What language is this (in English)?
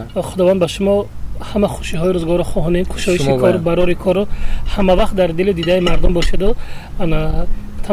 Tajik